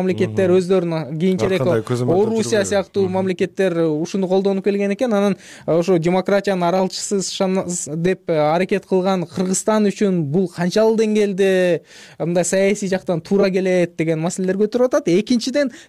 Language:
Kyrgyz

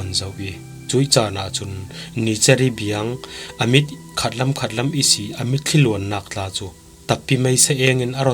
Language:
Falam Chin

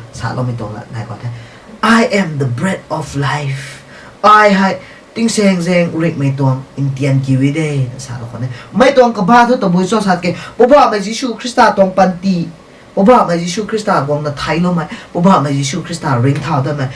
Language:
Rongmei Naga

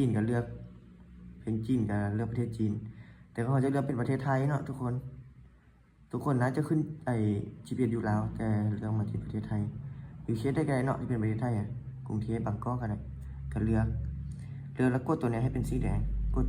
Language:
Lao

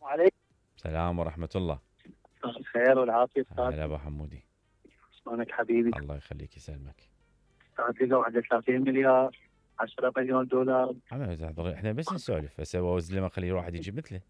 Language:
Mesopotamian Arabic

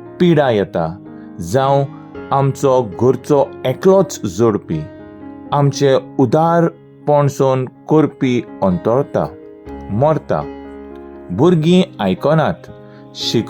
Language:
Konkani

